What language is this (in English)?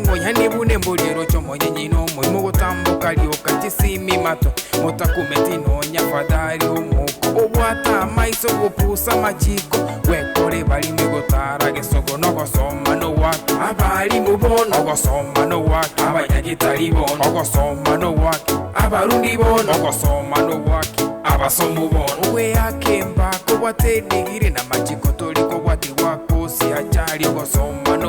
Gusii